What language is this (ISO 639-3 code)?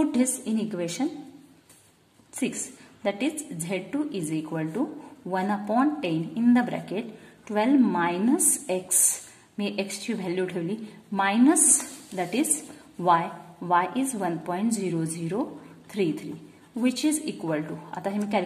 mar